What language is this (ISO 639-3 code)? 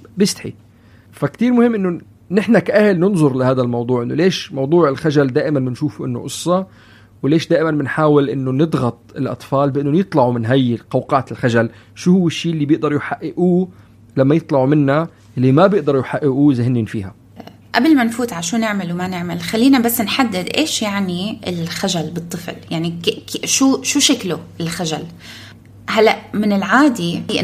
apc